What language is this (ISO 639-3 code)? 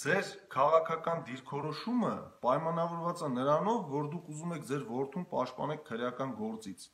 hye